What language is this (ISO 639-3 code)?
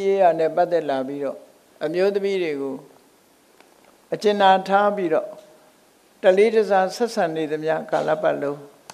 mya